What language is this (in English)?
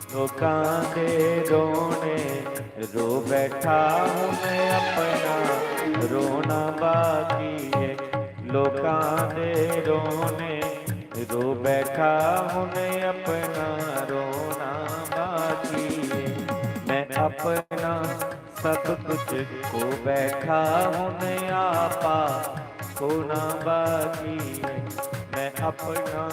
Dogri